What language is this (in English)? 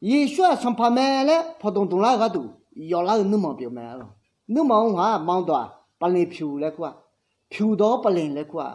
Akha